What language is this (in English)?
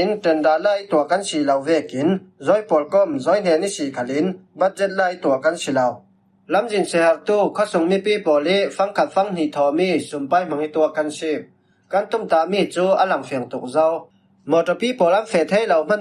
Falam Chin